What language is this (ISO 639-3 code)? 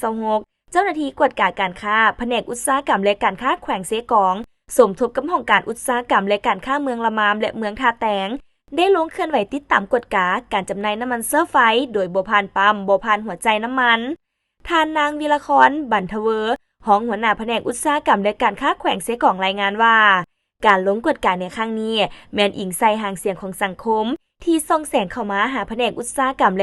lao